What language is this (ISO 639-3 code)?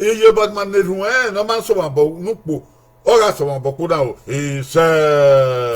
bin